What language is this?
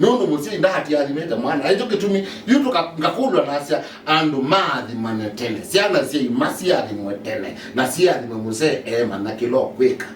Kamba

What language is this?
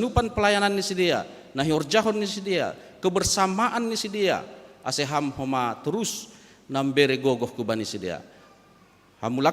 Batak Simalungun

